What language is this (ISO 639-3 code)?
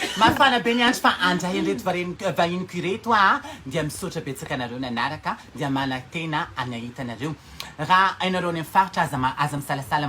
mlg